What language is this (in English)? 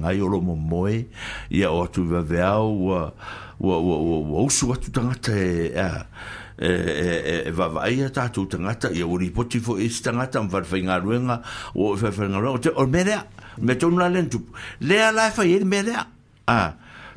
Samoan